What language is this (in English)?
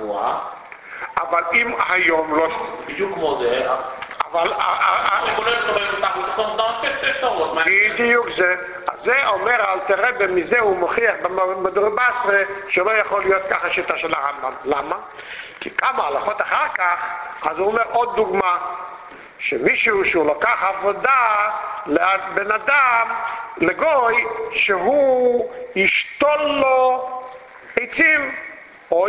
Hebrew